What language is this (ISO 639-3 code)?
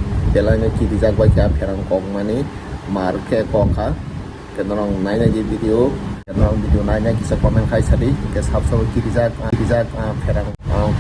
trp